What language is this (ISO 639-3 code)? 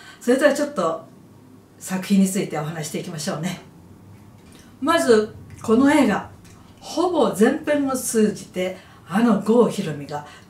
jpn